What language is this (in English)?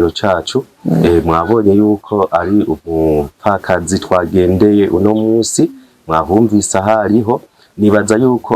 Rundi